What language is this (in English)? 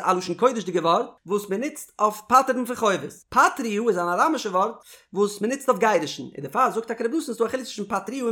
Yiddish